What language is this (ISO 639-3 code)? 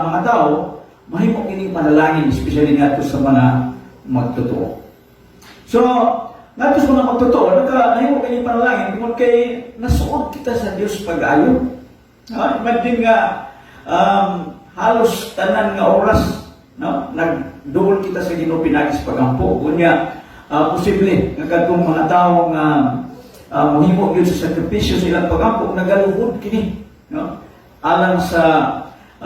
ceb